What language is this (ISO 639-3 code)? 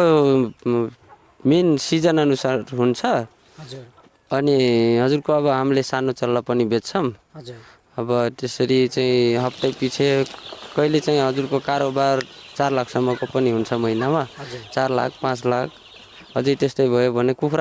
nep